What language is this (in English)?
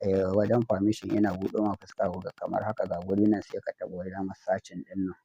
Hausa